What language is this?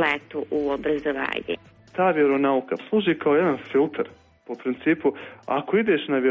Serbian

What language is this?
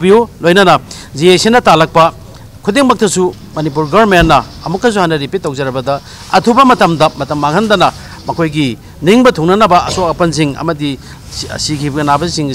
Manipuri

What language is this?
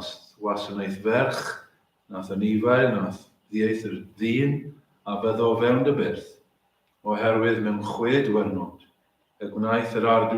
Welsh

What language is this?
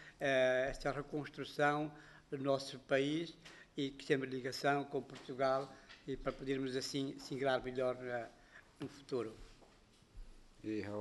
Portuguese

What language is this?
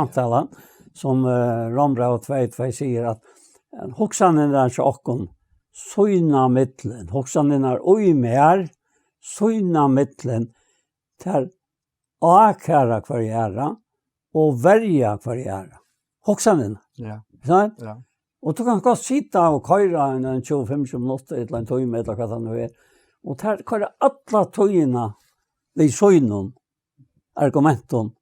Faroese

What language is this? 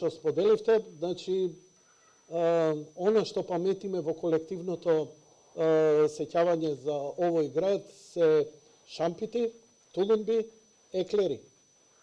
Macedonian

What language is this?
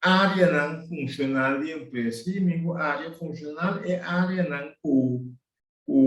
Papiamento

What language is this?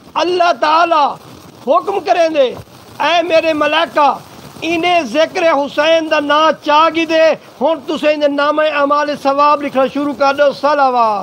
Saraiki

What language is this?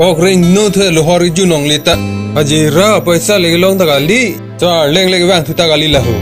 Karbi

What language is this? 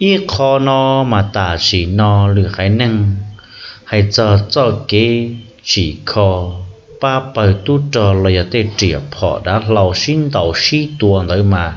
Hmong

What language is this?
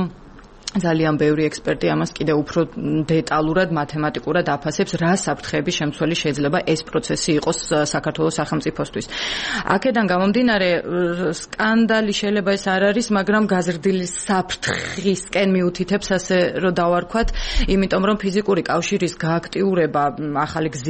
Georgian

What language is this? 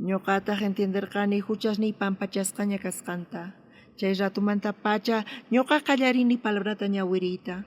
South Bolivian Quechua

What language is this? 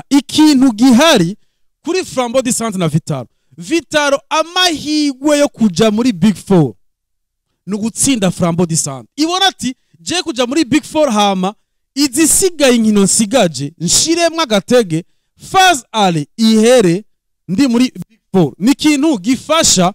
Rundi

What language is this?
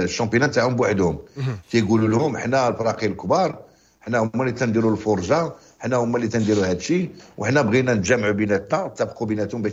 Moroccan Arabic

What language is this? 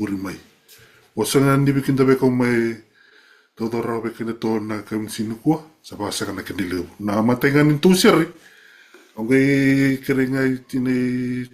Fijian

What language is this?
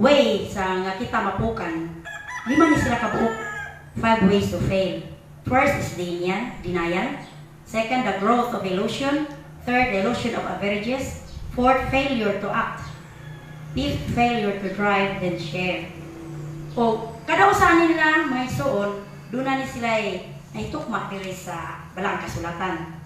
Cebuano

